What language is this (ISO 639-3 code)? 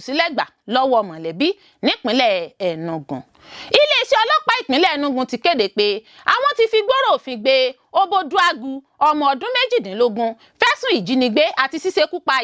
yor